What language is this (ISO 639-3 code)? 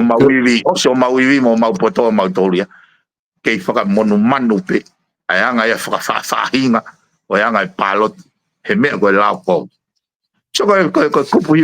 ton